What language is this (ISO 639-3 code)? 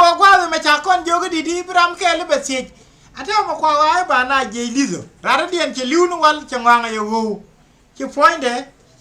nus